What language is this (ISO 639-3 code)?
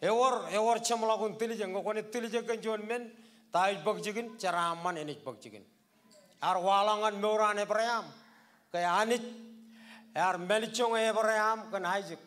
mah